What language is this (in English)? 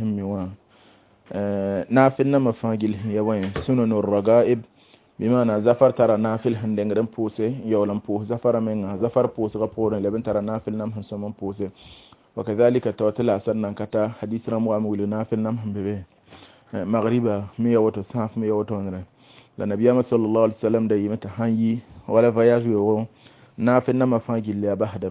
Mossi